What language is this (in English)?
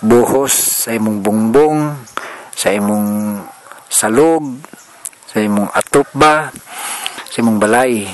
Cebuano